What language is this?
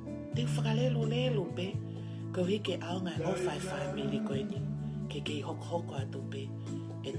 Tongan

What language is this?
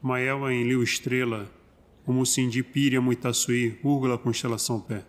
Nheengatu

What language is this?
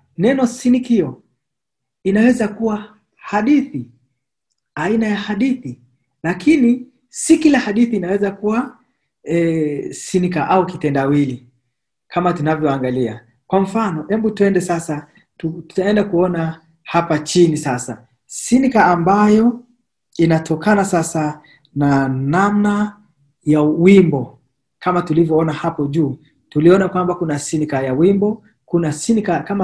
Swahili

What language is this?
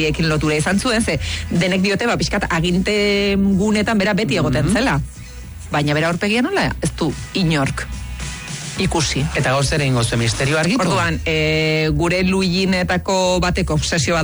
Basque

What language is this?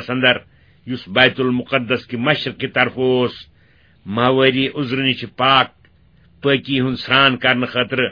Kashmiri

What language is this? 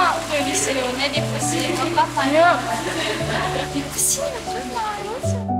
Japanese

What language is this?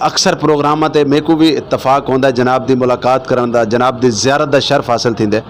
Saraiki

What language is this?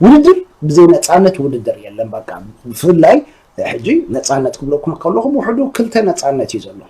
Tigrinya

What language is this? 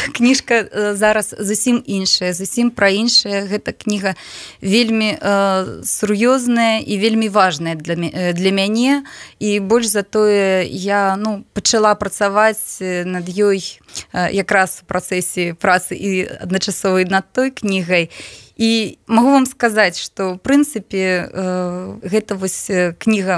Belarusian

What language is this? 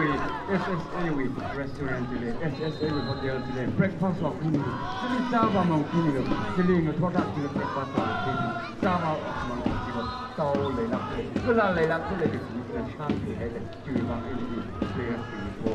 Tangkhul Naga (India)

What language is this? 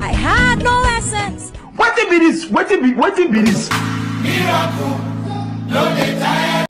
Nigerian Pidgin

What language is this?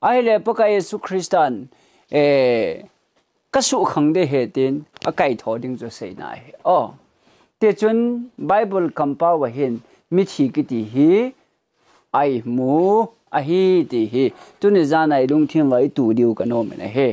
Thado Chin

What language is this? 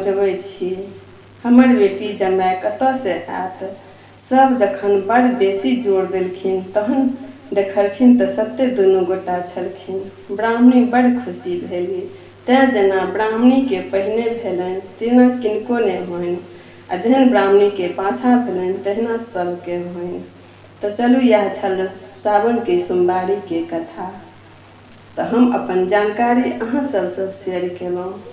Maithili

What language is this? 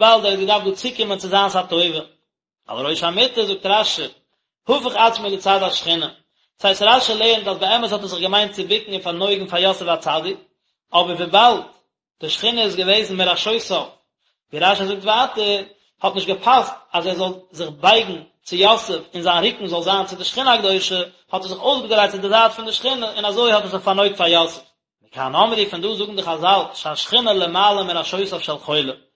Yiddish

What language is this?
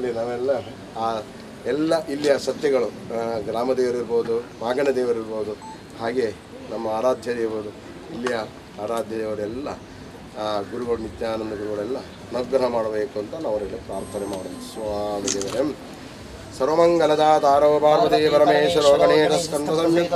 Kannada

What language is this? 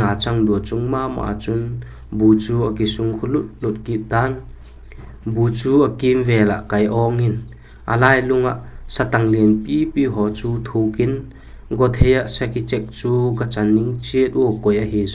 Vaiphei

